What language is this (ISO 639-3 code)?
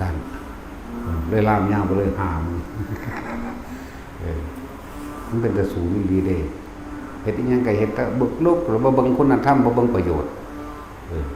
lao